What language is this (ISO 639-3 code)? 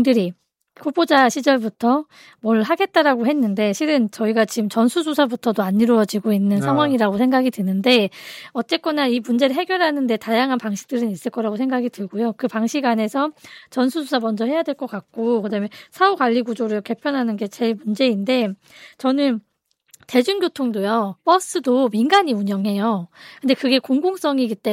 kor